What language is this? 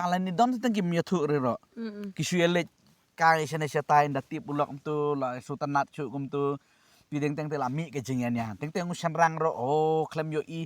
Khasi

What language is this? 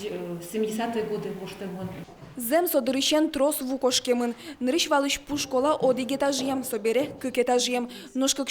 Udmurt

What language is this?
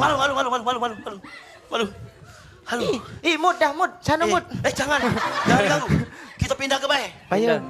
Musi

